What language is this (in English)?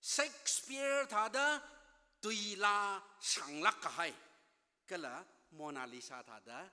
Tangkhul Naga (India)